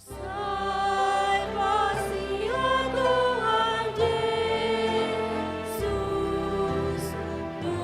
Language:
Batak Toba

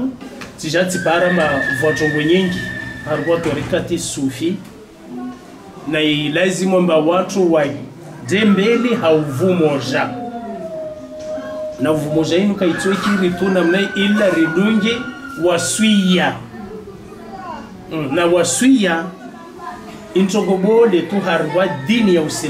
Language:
Swahili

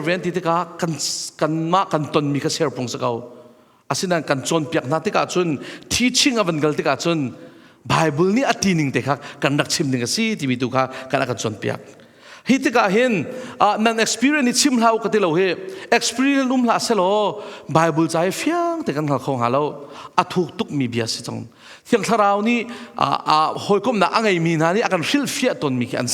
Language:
Hakha Chin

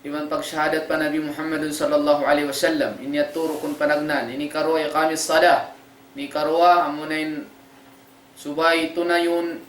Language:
Tausug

